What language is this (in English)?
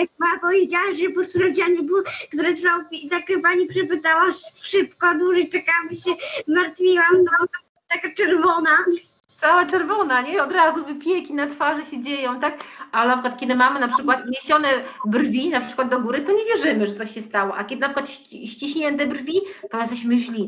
Polish